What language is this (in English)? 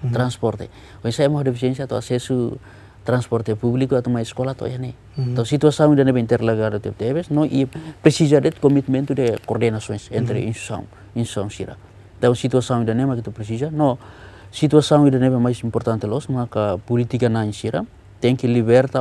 Tetum